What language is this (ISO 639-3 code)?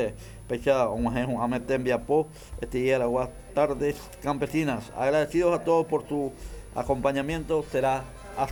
grn